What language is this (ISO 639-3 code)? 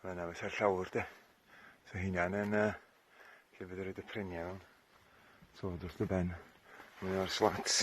cym